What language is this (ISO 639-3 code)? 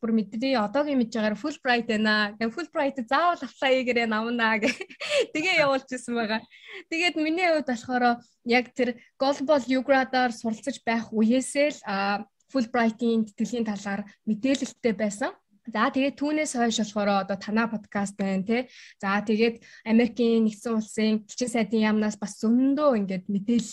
mon